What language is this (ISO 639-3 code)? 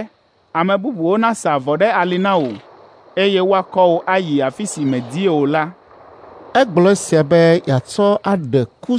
ewe